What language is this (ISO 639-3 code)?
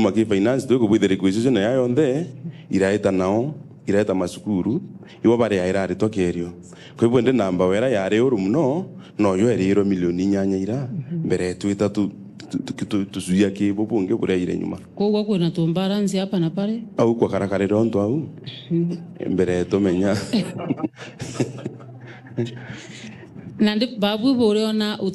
mer